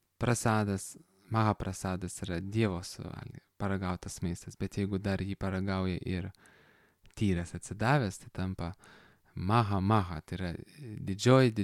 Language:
Lithuanian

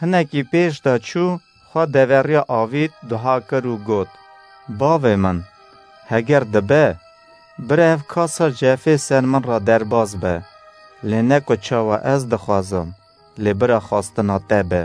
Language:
Kurdish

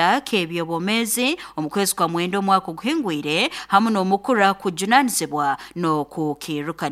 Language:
Nyoro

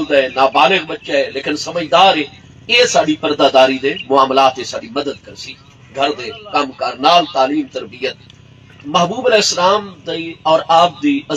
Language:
Saraiki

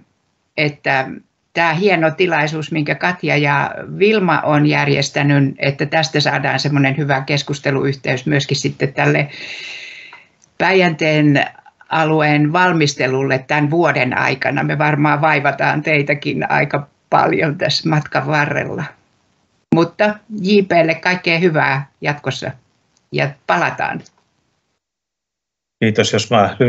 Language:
Finnish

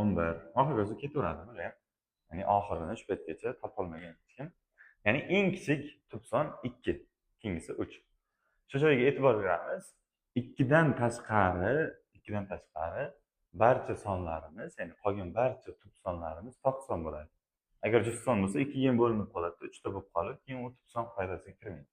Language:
Uzbek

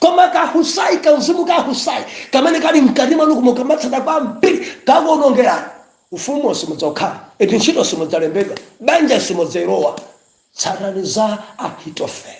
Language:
Nyanja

